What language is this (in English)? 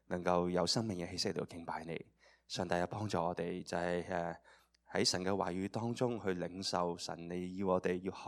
Cantonese